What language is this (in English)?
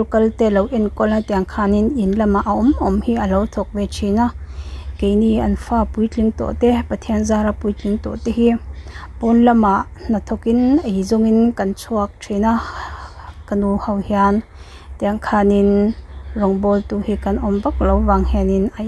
Mizo